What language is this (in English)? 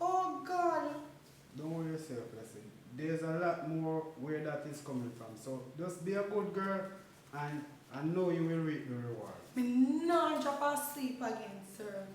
Jamaican Creole English